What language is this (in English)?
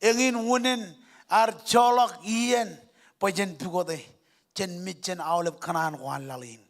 Marshallese